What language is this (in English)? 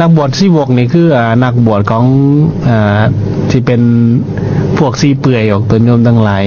Lao